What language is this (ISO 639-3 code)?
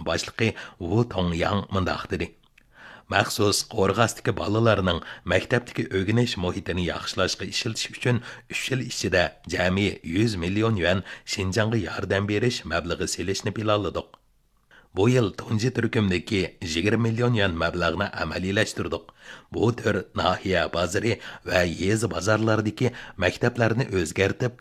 uig